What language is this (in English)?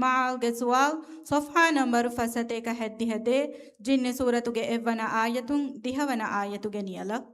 Divehi